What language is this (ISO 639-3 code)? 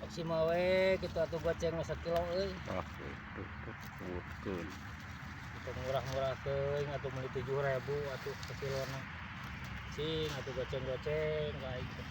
sun